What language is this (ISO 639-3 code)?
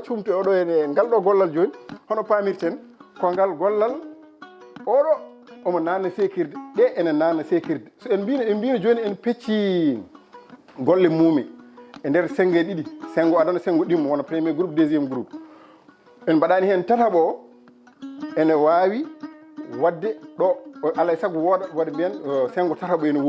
ful